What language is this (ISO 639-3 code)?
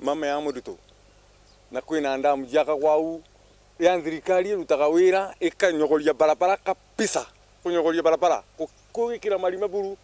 mer